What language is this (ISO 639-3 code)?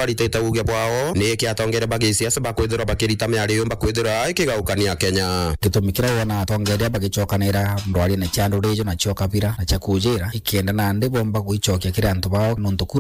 mer